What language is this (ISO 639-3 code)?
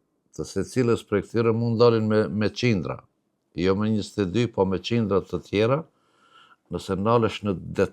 sqi